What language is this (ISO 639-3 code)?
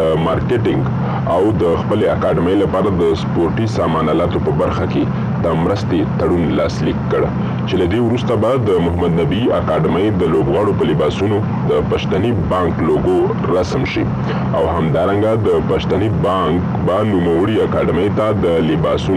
pus